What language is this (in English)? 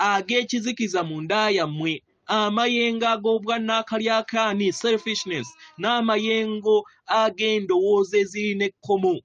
Ganda